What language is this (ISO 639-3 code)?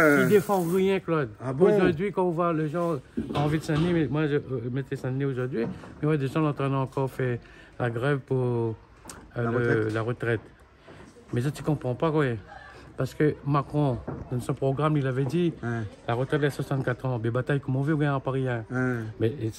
rcf